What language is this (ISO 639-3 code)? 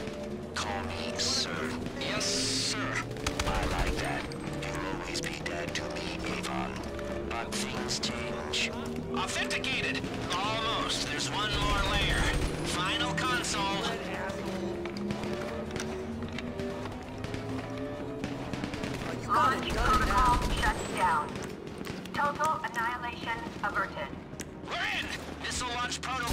eng